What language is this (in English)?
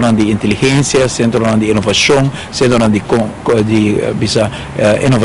Papiamento